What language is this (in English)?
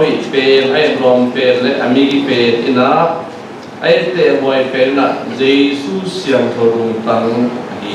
Tedim Chin